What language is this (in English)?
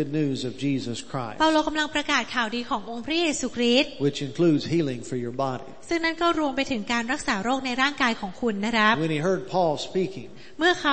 Thai